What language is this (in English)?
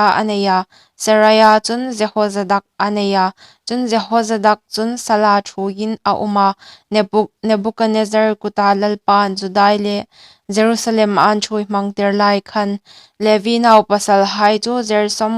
Hmar